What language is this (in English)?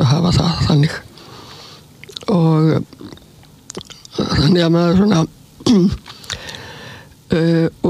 Icelandic